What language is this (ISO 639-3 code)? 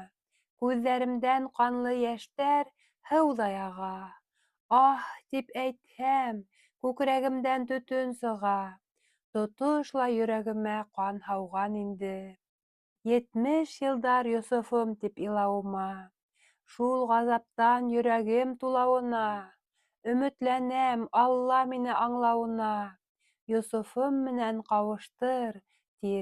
bak